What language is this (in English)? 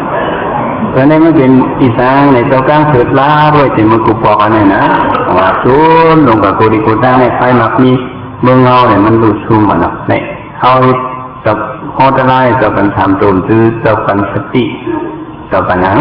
Shan